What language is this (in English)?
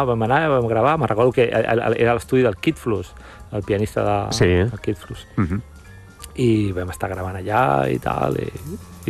Catalan